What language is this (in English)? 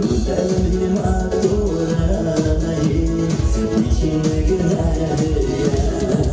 Bashkir